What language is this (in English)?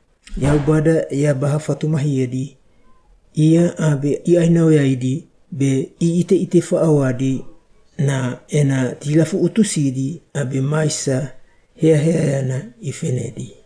Wagawaga